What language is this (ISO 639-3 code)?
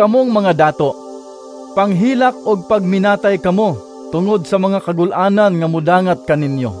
ceb